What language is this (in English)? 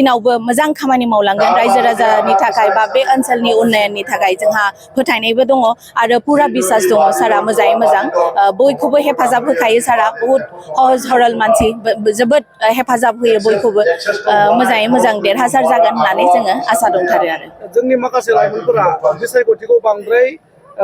Bodo